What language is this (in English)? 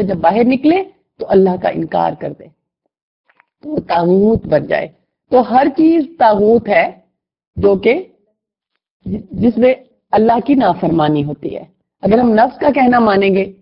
Urdu